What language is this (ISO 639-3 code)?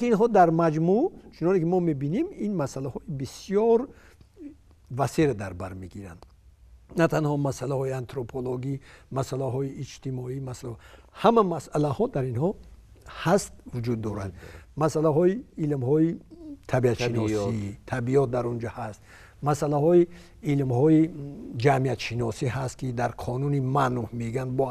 fas